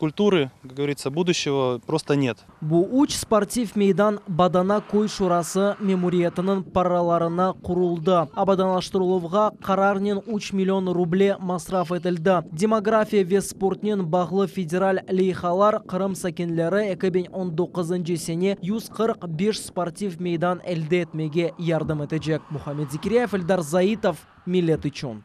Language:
Crimean Tatar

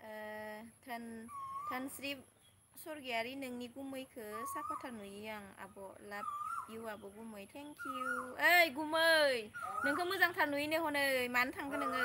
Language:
Bodo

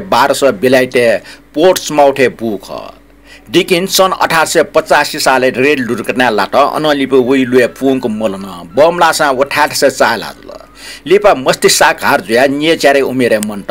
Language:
Newari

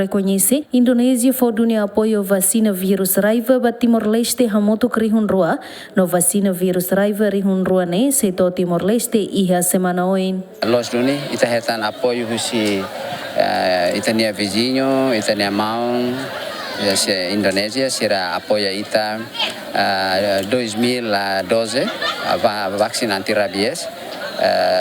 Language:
Tetum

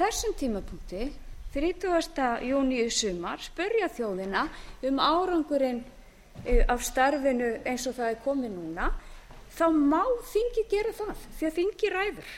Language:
Icelandic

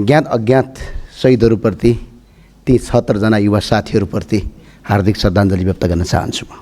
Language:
Nepali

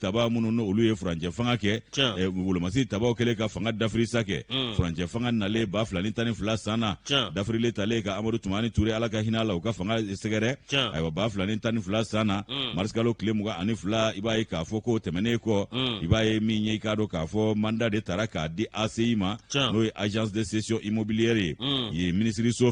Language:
Bambara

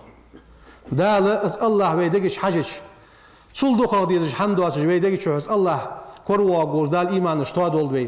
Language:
Ingush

